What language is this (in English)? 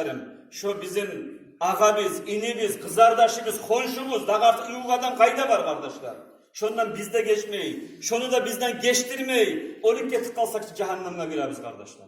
Kumyk